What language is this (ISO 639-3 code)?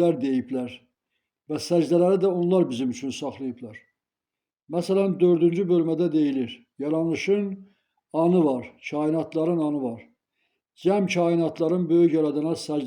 aze